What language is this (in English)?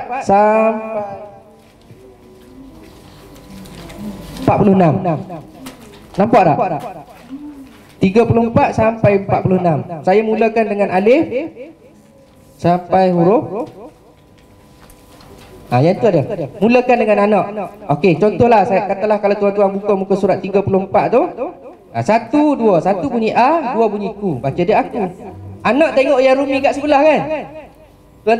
Malay